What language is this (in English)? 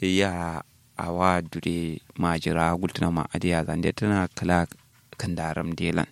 Kanuri